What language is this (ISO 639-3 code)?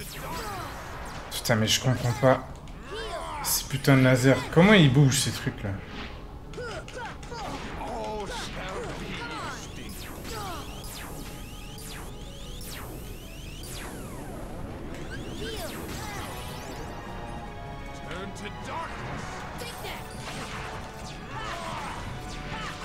fra